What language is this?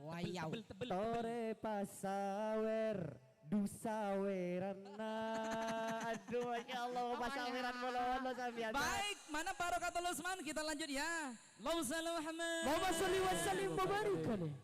Madurese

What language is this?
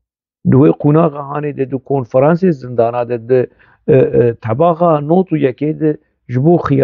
Kurdish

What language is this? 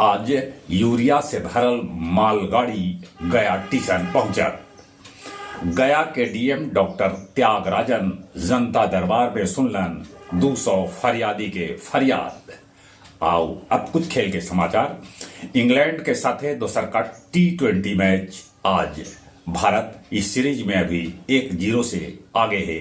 Magahi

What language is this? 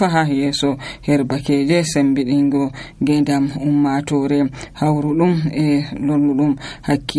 Nigerian Fulfulde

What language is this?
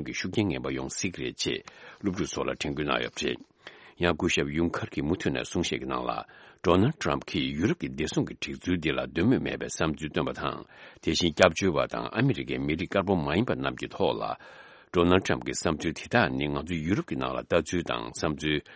Tibetan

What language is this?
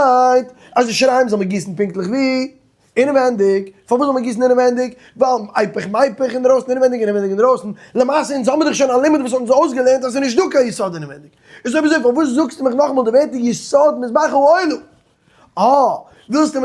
Yiddish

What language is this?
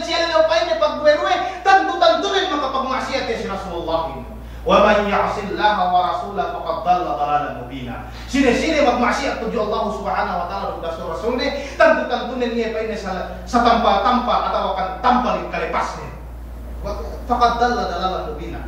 Yakan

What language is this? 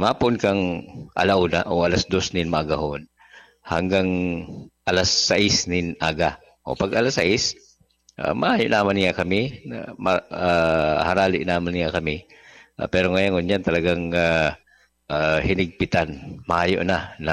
Bikol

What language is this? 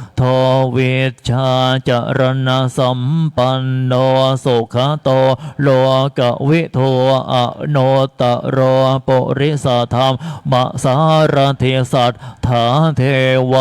Pali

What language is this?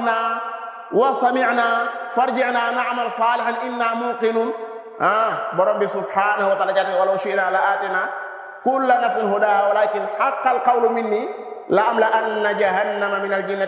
Wolof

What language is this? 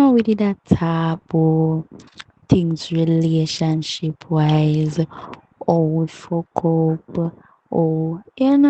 Jamaican Creole English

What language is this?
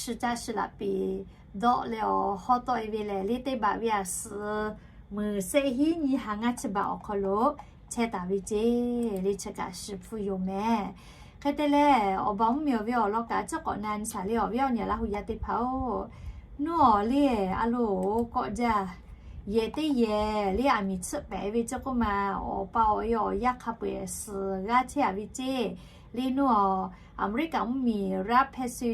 Lahu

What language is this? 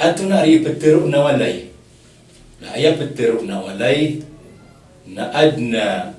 Maranao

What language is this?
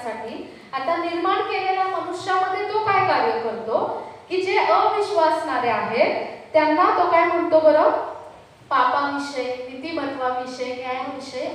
Marathi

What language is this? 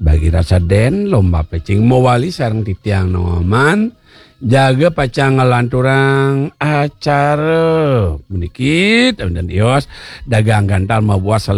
Balinese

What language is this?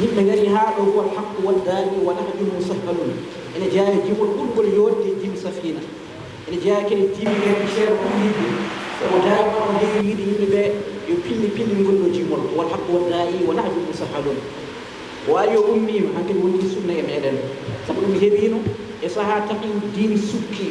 Fula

